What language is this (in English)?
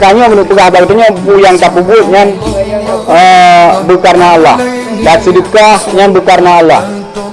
Achinese